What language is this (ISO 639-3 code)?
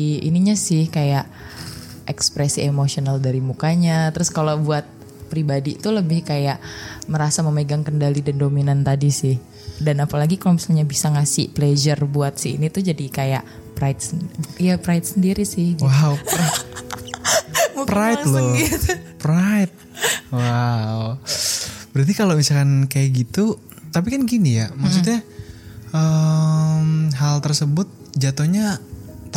ind